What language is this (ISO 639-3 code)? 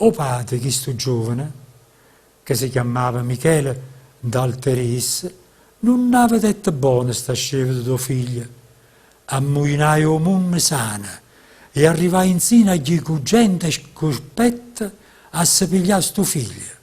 nap